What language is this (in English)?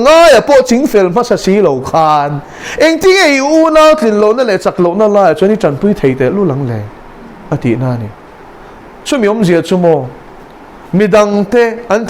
Mizo